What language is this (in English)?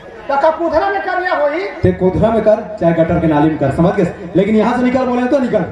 Chhattisgarhi